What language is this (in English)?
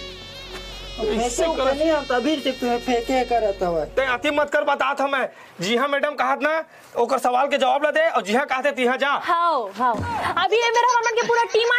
Chhattisgarhi